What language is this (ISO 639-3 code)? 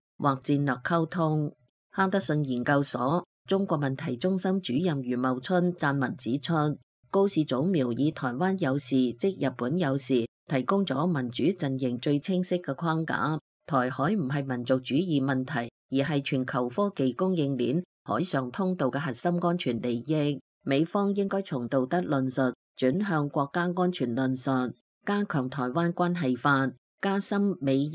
yue